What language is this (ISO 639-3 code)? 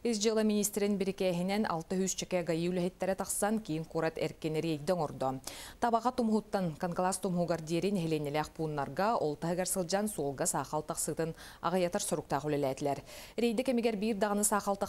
sah